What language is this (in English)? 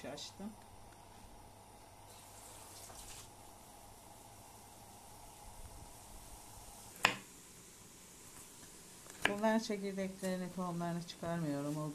Turkish